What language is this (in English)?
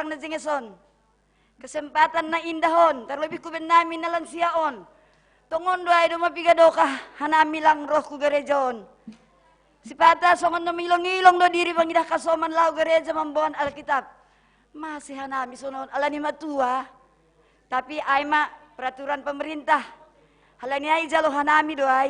Batak Simalungun